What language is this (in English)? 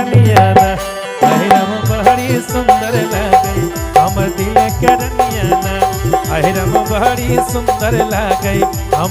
Magahi